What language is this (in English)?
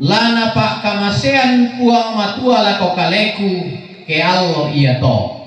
Toraja-Sa'dan